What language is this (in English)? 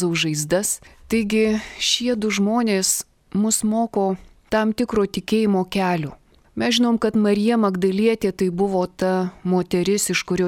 Lithuanian